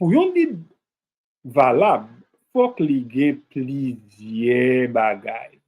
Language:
Haitian Creole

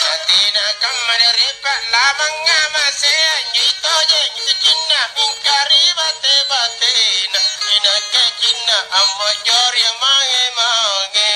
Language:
Makasar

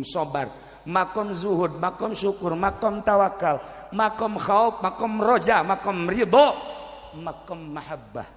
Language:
Sundanese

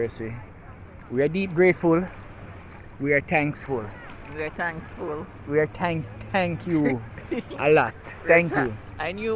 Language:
Jamaican Creole English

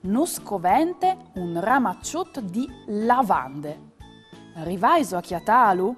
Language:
Friulian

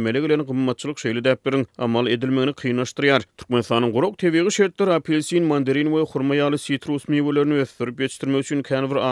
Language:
Turkmen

